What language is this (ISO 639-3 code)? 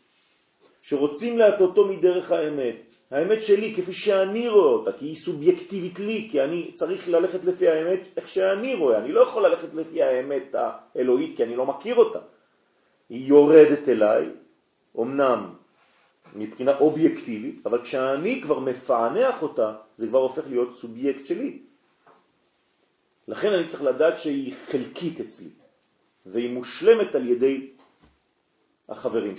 heb